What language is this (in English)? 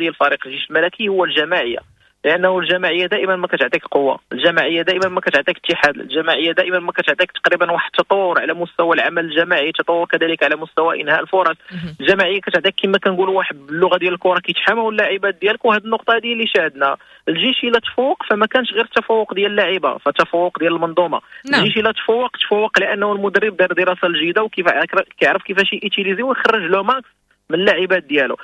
Moroccan Arabic